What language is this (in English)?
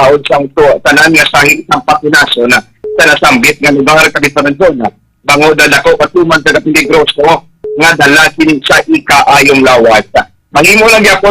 Hiligaynon